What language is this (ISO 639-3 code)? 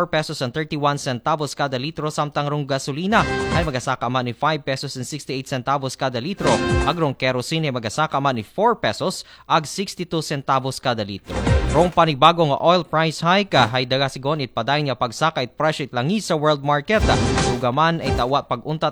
akl